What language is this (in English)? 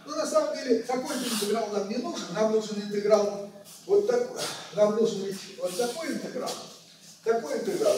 Russian